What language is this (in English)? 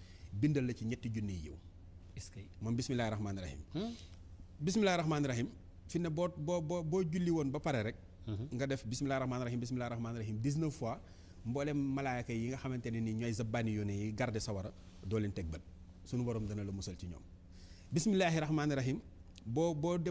Wolof